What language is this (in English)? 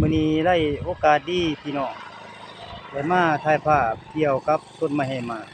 Lao